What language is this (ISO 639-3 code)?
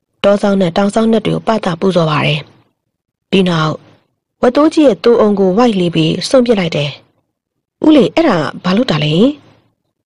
mya